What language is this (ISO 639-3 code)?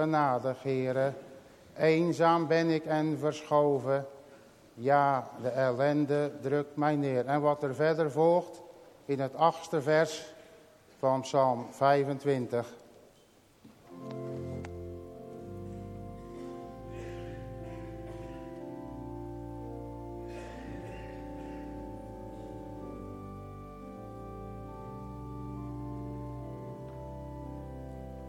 nld